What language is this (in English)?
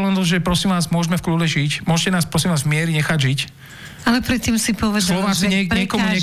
Slovak